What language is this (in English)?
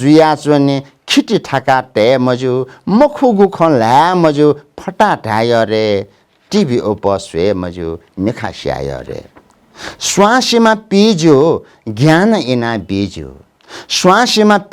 Newari